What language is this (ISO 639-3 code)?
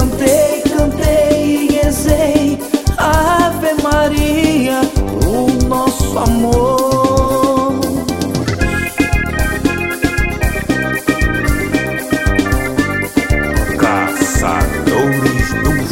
por